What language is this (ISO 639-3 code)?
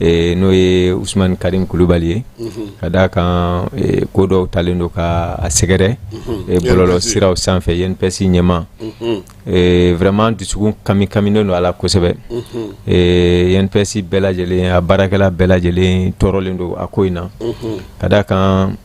bam